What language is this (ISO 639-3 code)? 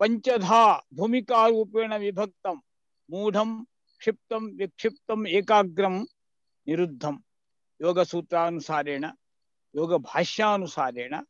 san